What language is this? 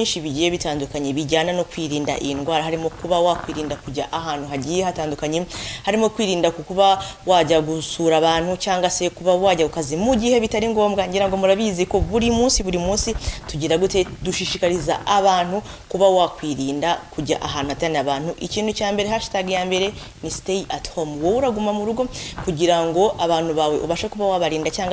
Kinyarwanda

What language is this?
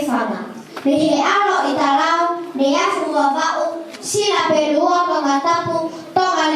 Tongan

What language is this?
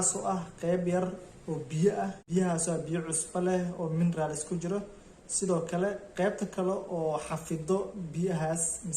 Somali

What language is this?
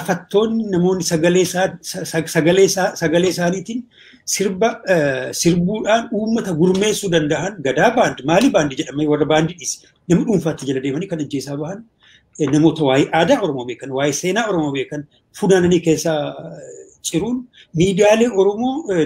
Oromo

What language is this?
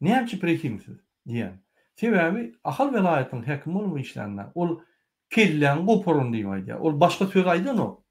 Turkmen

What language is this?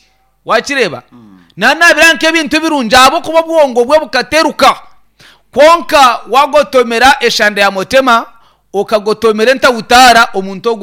Nyankole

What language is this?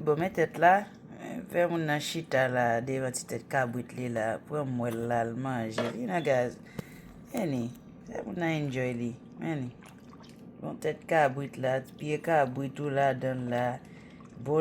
Haitian Creole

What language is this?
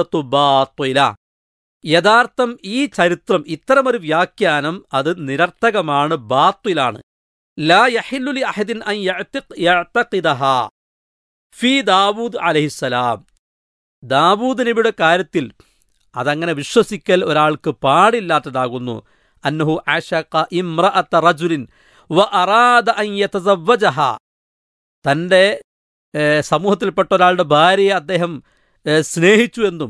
Malayalam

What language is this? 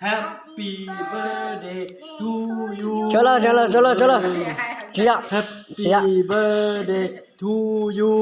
Hmong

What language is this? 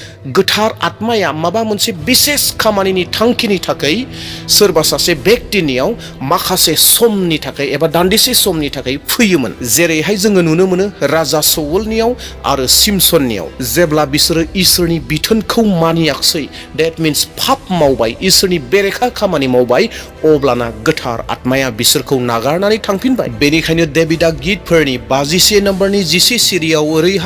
Bodo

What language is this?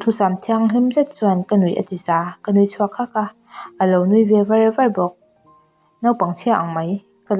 Mizo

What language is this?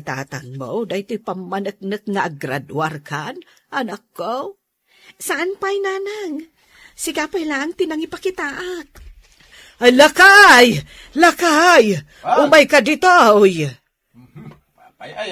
Iloko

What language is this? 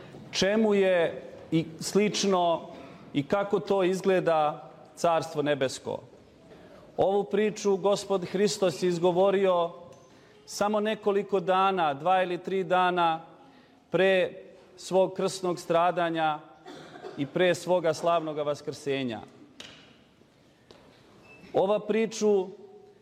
Serbian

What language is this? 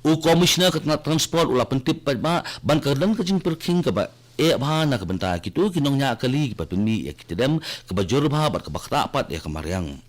Khasi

